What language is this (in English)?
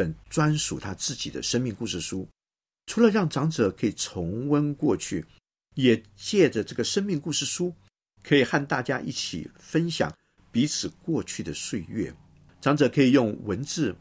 Chinese